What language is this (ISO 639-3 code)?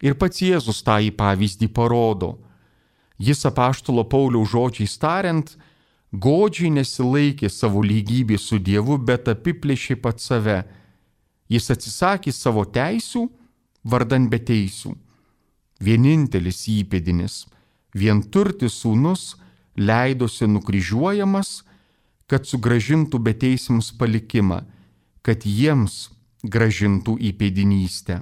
lit